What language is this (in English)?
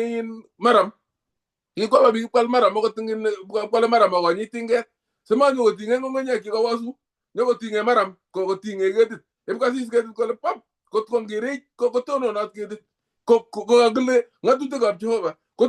Kalenjin